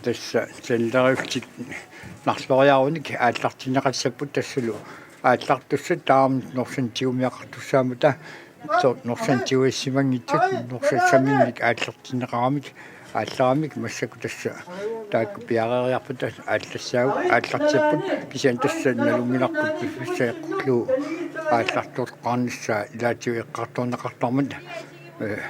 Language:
Kalaallisut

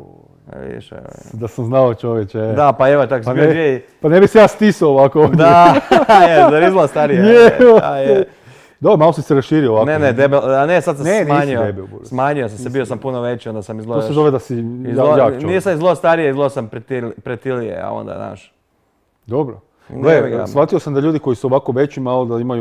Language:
Croatian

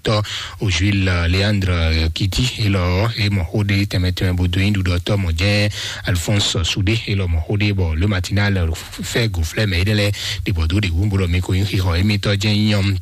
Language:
Fon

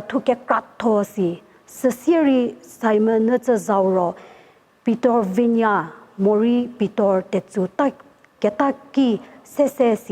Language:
Angami Naga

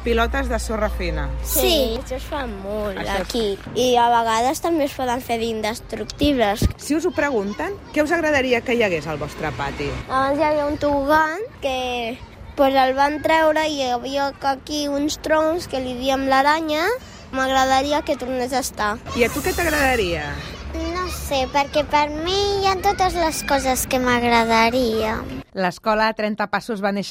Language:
Catalan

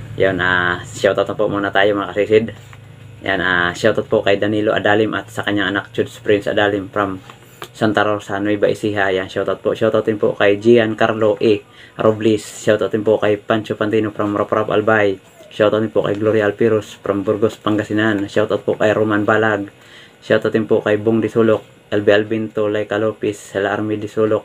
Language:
Filipino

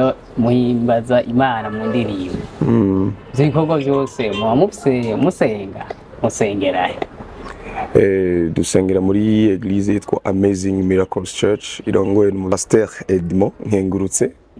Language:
Rundi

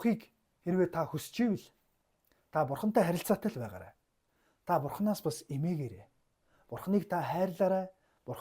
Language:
Mongolian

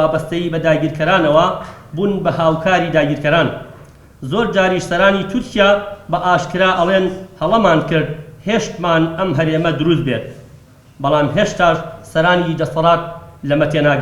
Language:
Central Kurdish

